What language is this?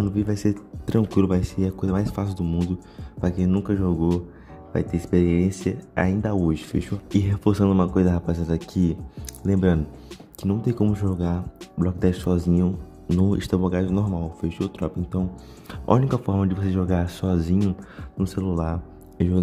Portuguese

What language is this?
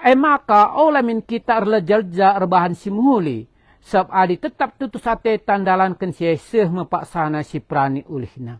Batak Karo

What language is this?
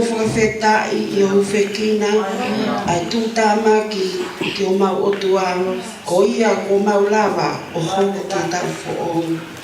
Tongan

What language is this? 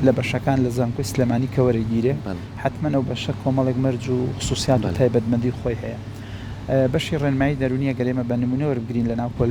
Central Kurdish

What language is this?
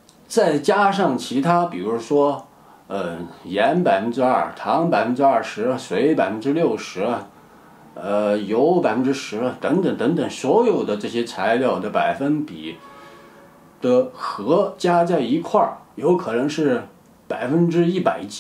Chinese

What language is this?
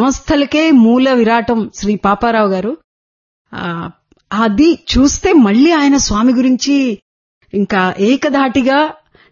Telugu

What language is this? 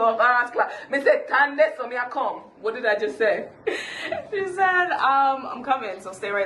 Jamaican Creole English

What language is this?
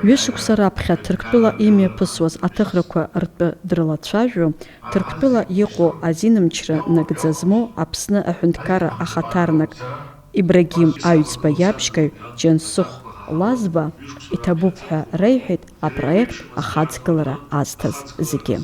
Abkhazian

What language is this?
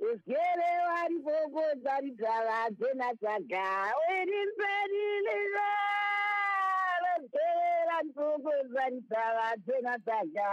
Southern Sotho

